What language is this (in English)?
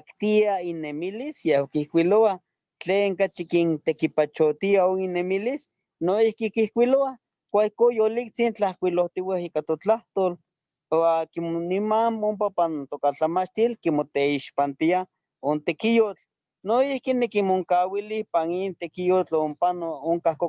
Eastern Huasteca Nahuatl